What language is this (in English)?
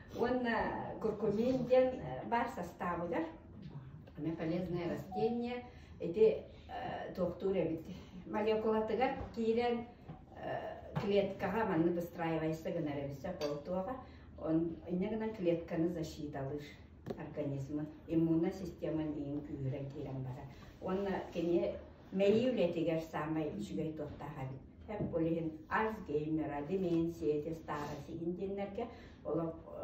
Yakut